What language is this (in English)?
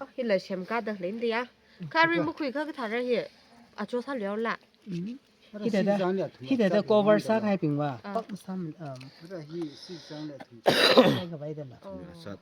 Tangkhul Naga (India)